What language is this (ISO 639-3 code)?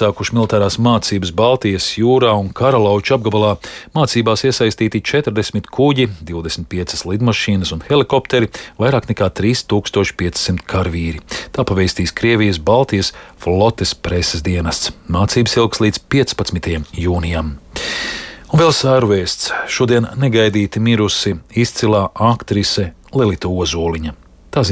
lav